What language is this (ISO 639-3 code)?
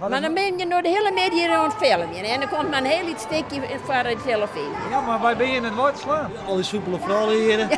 fry